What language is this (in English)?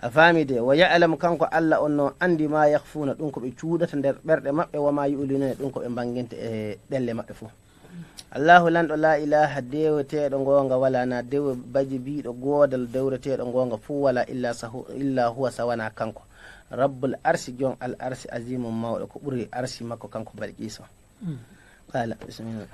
Fula